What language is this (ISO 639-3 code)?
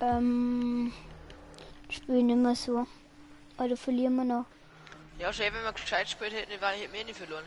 bar